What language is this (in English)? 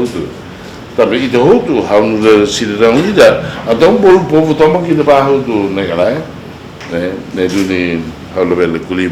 Tetum